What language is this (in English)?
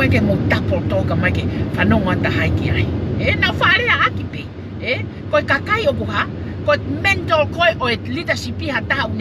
Tongan